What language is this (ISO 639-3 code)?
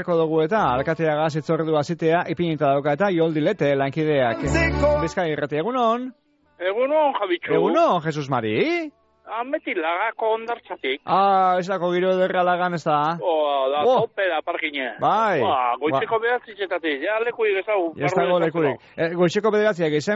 eus